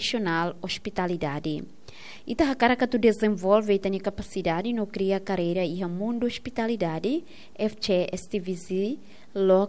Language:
Tetum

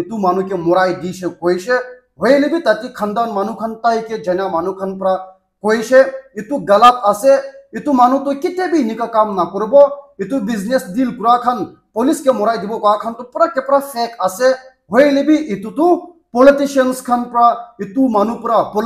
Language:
Naga Pidgin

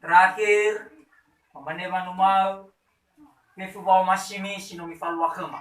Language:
Nias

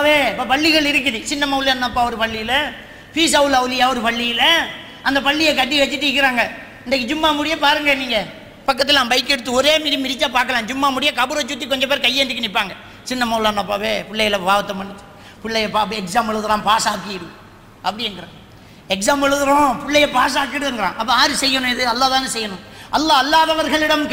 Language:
Tamil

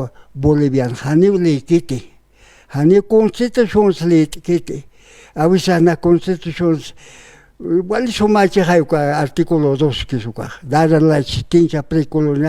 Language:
Aymara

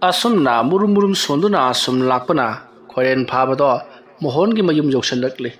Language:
Manipuri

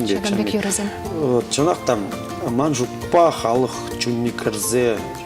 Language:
Chuvash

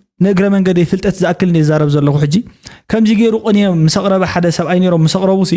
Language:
Tigrinya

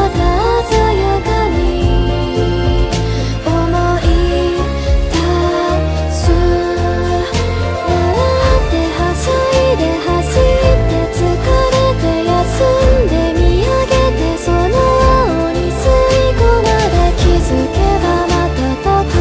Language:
Japanese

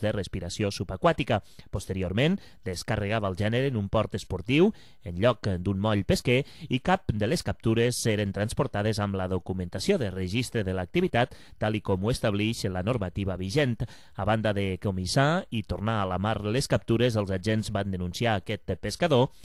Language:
Catalan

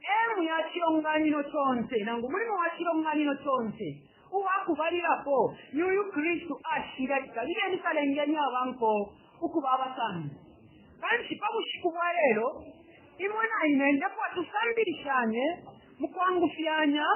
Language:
Bemba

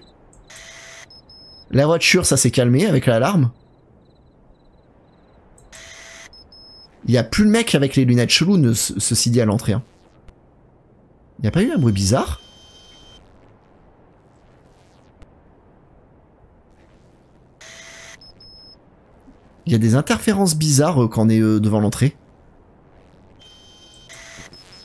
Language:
French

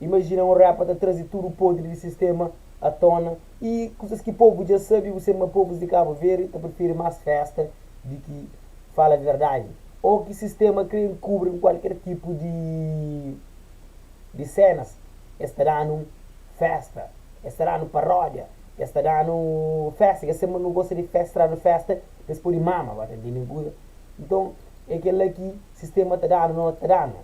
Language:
Kabuverdianu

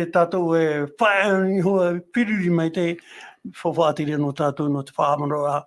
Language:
Tahitian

